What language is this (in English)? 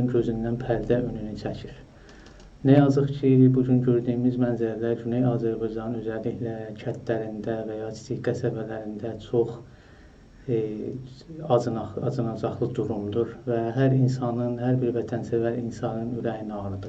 South Azerbaijani